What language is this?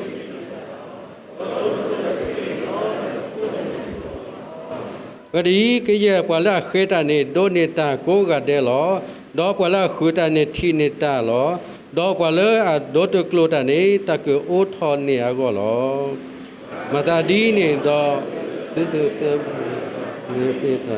S'gaw Karen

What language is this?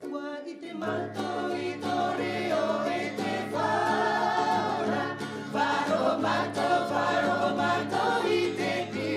Tahitian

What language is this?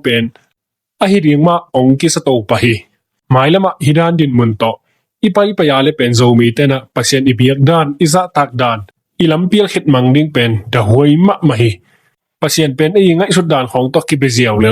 Tedim Chin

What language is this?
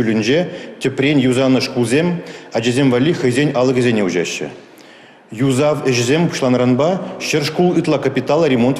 Chuvash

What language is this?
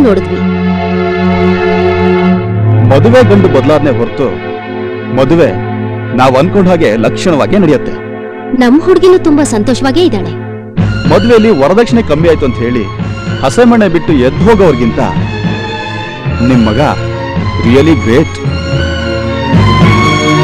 Kannada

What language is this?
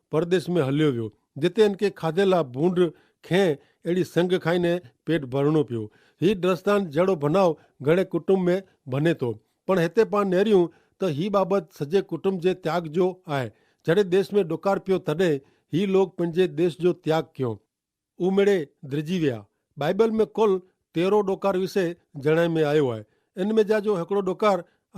Kachhi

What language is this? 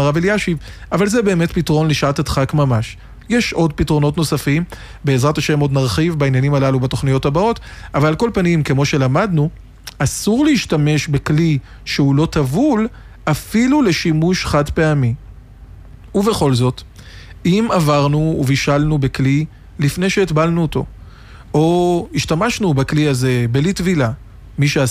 Hebrew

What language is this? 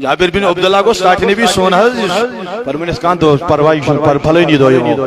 Kashmiri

